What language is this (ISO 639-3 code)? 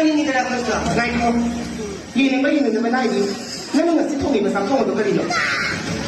mni